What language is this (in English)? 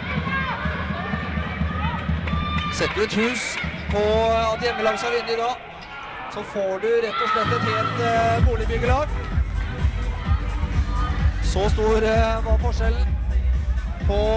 Norwegian